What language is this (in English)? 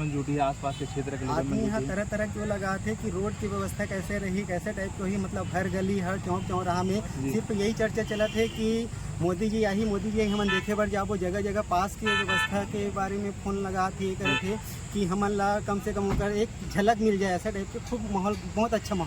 Chhattisgarhi